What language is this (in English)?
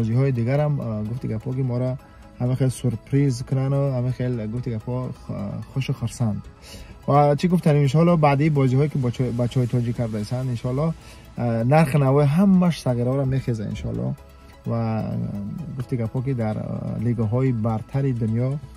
Tajik